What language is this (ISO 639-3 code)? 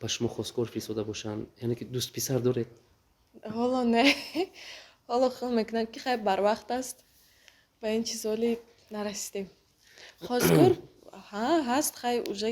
tgk